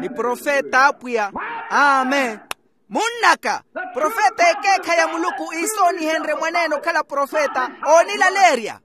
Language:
Makhuwa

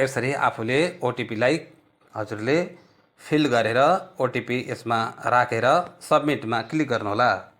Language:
Nepali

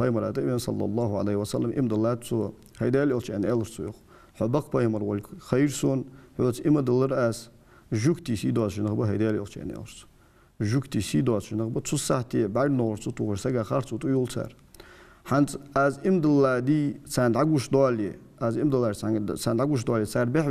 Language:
Ingush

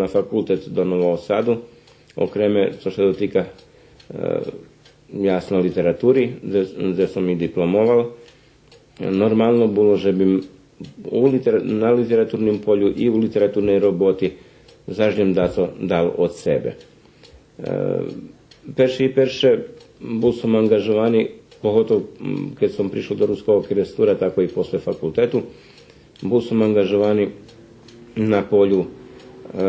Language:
Rusyn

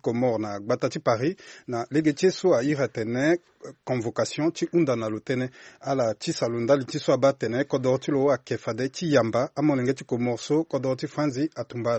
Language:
Sango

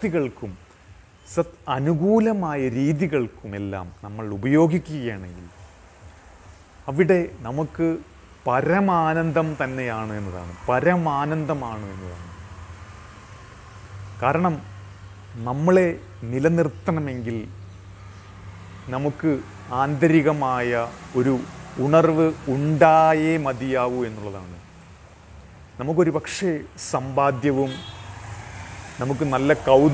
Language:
Malayalam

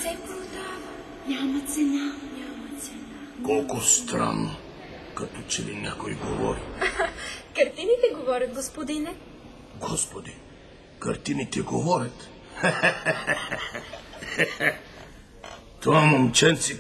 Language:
Bulgarian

